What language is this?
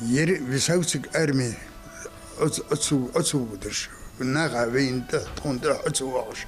Ingush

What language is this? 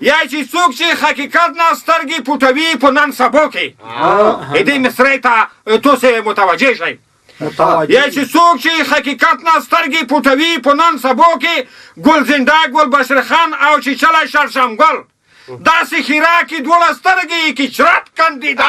Pashto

